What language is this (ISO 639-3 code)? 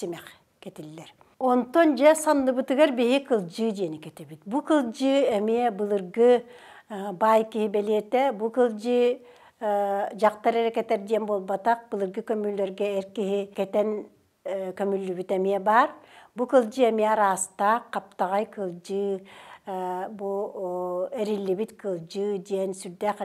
sah